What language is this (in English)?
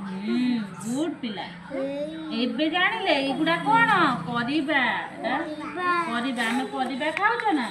Odia